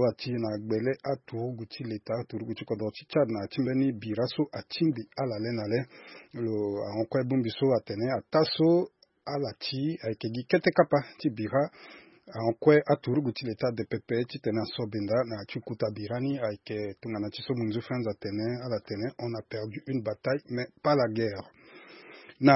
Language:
Sango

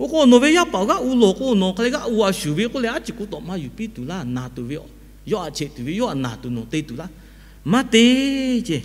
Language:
Lahu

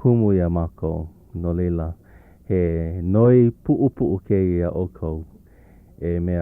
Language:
Hawaiian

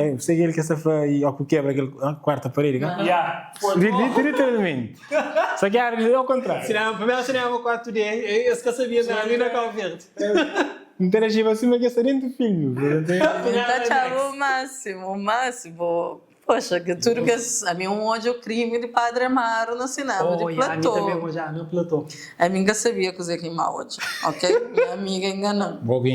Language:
Kabuverdianu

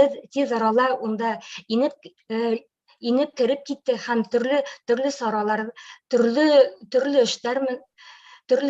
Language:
Bashkir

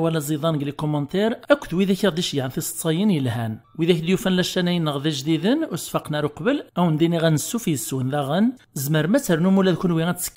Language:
Kabyle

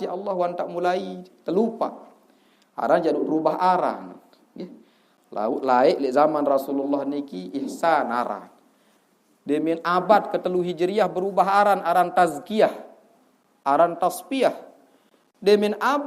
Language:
Sasak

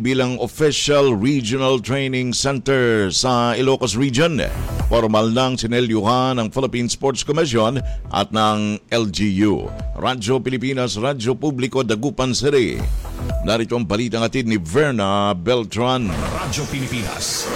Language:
Filipino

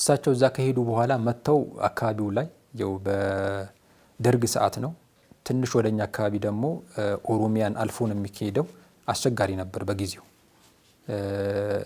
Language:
Amharic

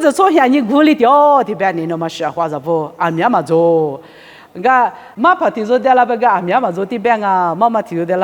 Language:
Lisu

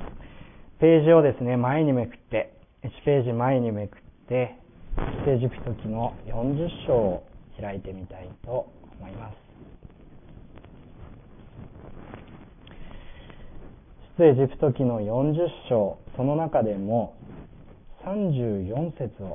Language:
Japanese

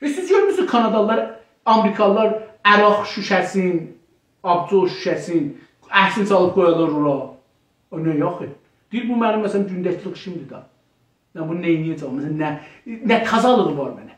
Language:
South Azerbaijani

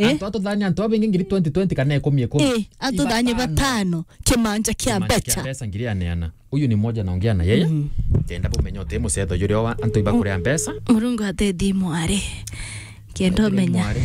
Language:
Meru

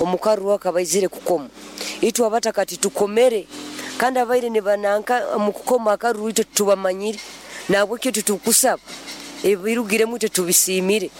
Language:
Nyoro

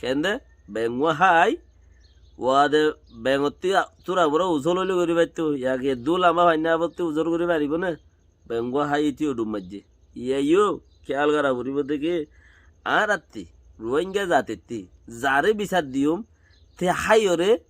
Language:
Rohingya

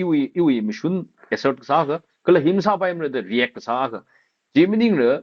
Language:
Tangkhul Naga (India)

